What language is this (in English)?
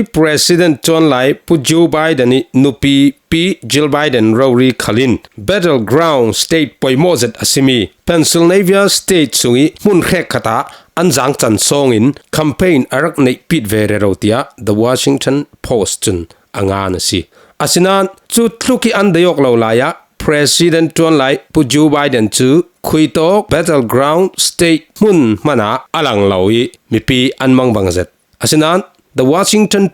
Falam Chin